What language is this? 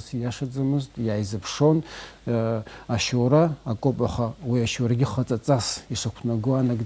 Abkhazian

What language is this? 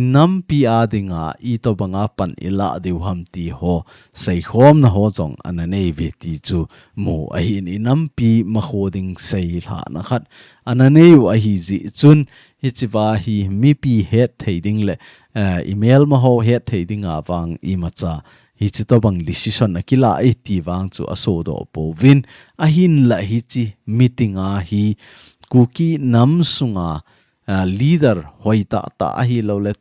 Thado Chin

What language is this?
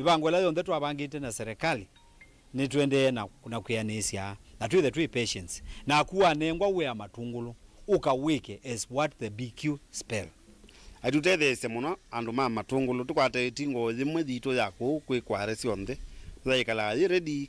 Kamba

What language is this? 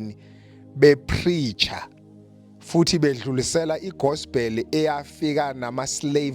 Zulu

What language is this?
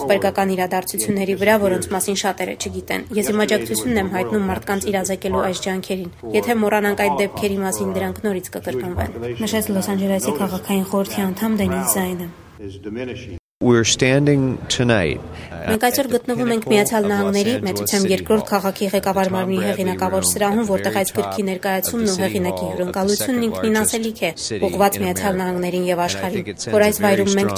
Armenian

